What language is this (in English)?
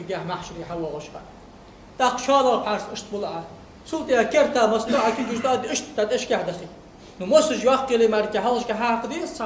Ingush